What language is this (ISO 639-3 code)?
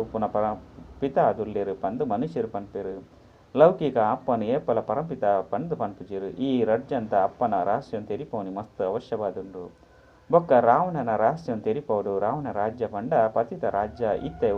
tcy